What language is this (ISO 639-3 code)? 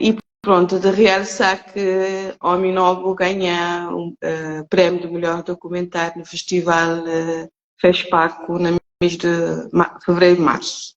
kea